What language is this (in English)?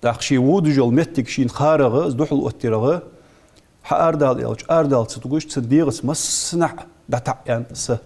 Ingush